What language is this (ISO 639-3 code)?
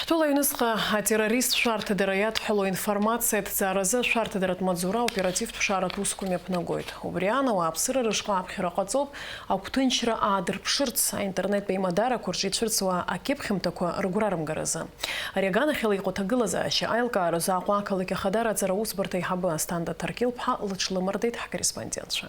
abk